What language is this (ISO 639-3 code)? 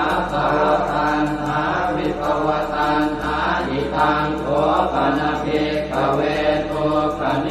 pli